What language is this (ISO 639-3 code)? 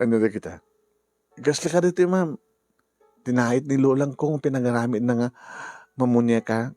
ilo